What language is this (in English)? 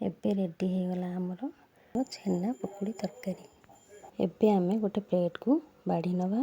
Odia